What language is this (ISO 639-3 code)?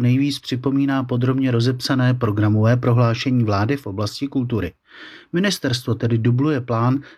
ces